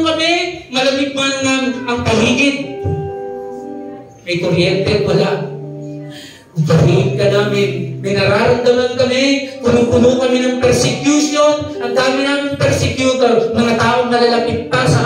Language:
Filipino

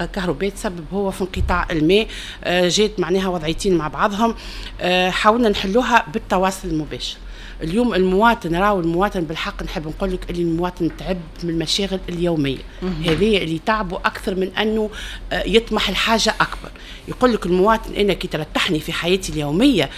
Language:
Tunisian Arabic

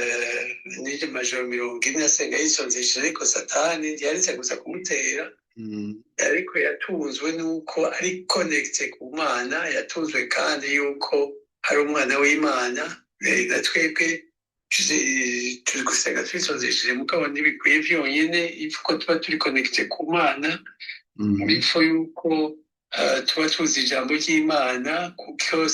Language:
Rundi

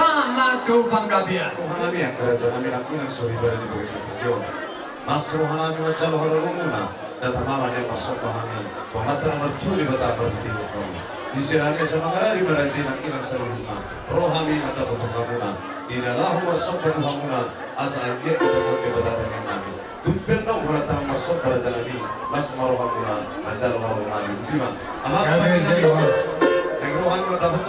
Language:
Batak Toba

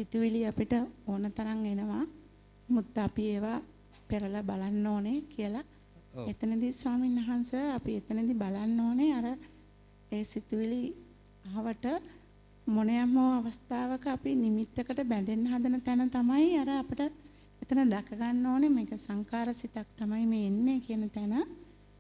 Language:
Sinhala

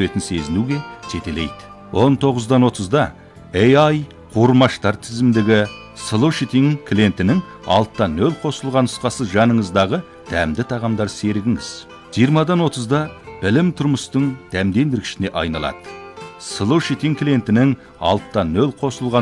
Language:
Kazakh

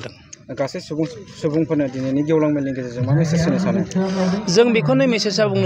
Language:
Bodo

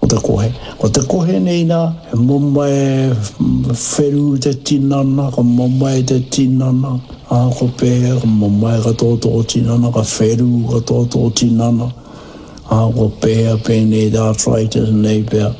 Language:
Māori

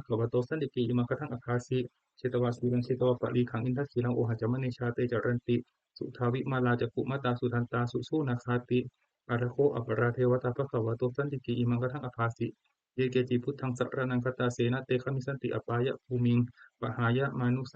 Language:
Pali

